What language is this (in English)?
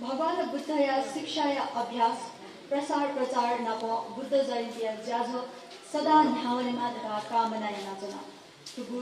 Newari